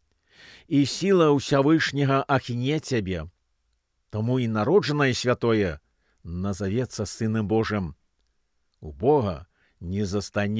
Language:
Belarusian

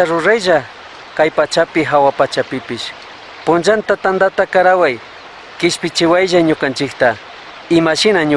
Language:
Chimborazo Highland Quichua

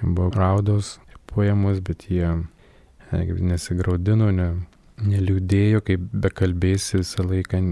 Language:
Lithuanian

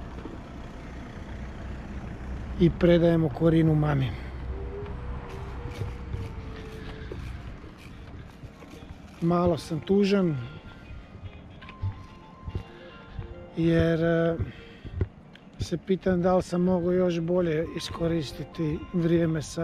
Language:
Croatian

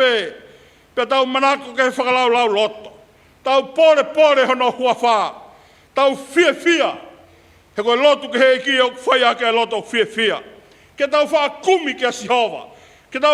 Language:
Tongan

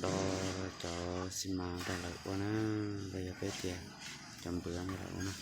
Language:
Hmong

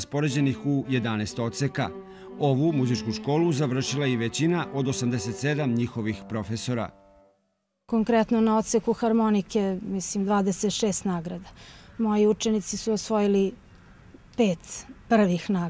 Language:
Serbian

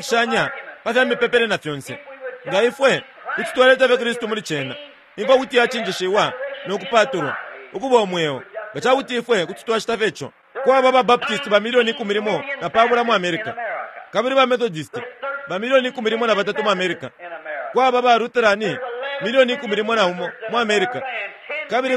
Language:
Bemba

